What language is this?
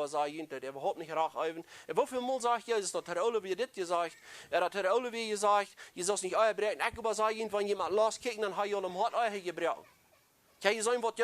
Plautdietsch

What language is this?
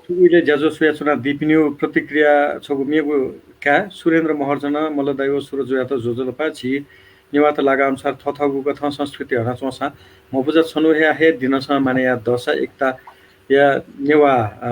Newari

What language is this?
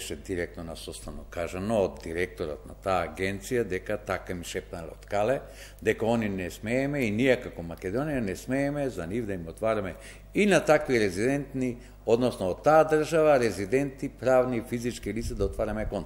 Macedonian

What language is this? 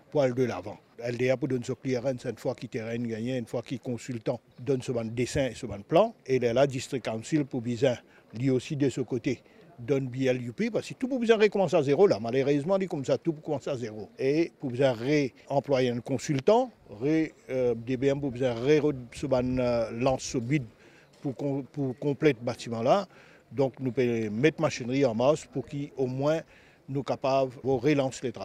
Morisyen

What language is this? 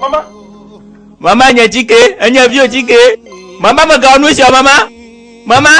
Gen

